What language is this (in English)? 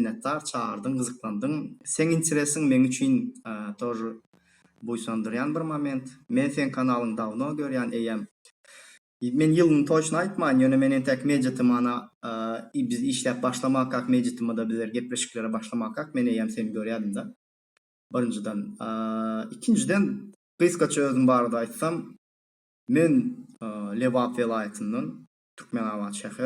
Turkmen